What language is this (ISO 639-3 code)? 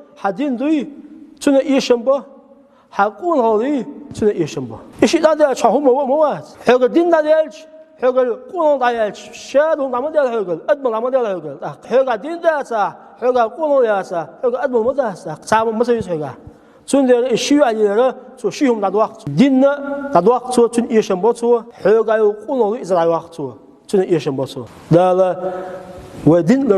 che